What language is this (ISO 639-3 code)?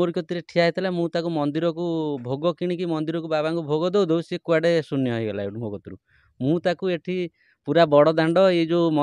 ori